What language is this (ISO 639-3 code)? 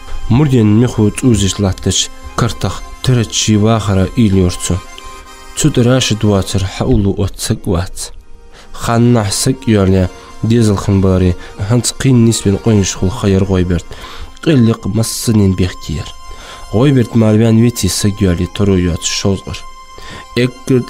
inh